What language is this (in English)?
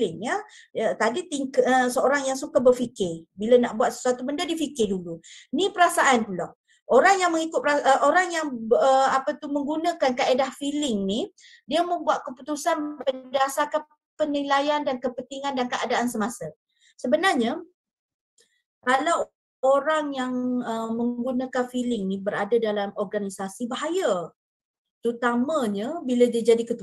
Malay